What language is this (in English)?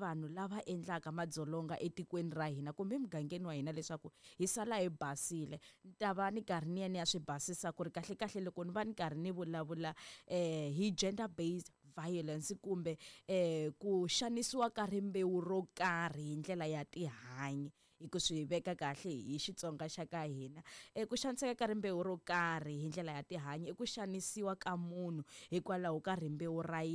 Tsonga